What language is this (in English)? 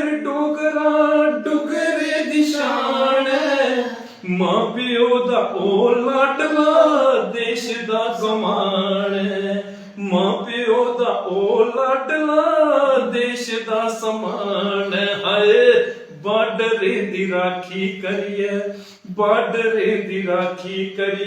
Dogri